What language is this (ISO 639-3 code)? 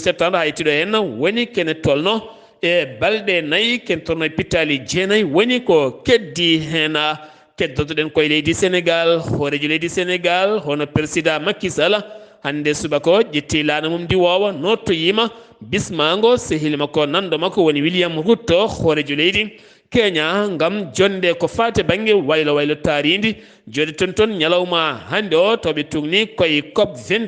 ful